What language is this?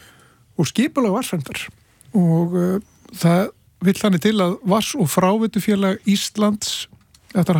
Icelandic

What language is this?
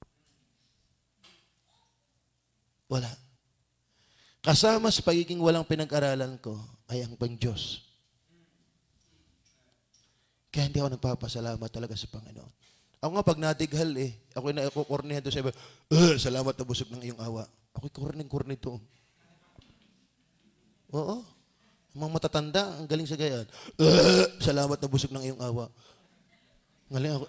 Filipino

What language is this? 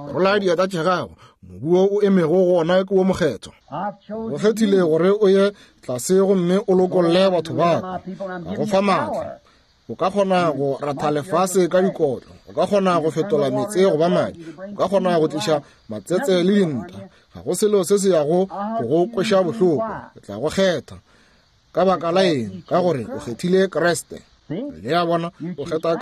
Northern Sotho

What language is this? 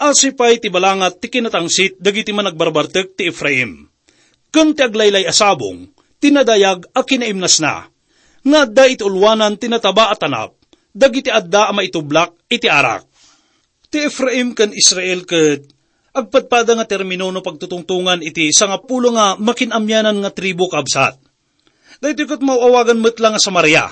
Iloko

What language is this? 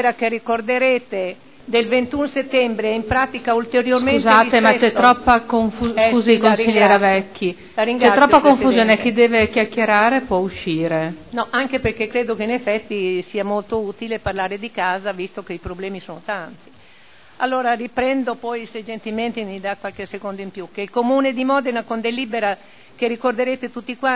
Italian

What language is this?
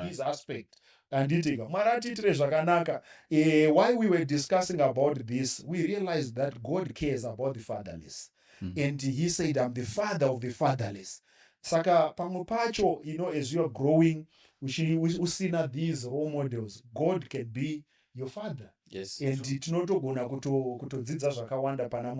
Shona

